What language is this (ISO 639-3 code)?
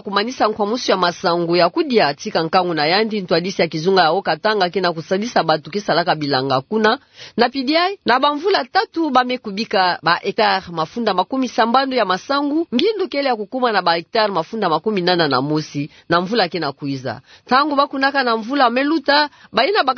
ktu